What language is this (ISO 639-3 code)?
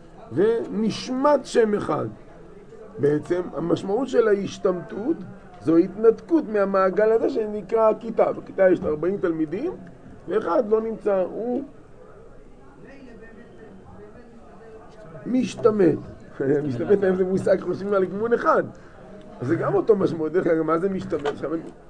heb